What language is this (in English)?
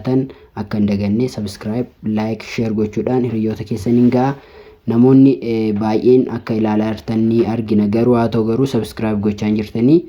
Oromo